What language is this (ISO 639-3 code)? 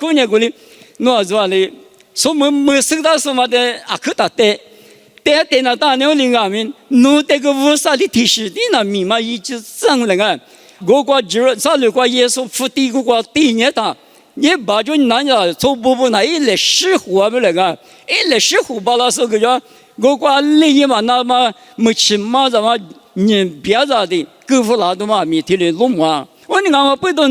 lis